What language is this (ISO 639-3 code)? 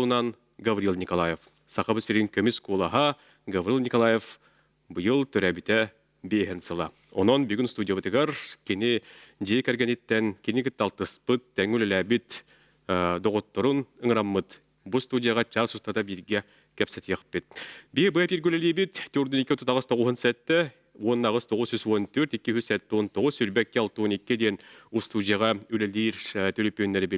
sah